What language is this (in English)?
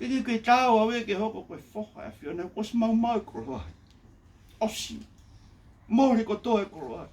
Tongan